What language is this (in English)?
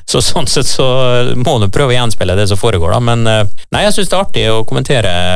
Norwegian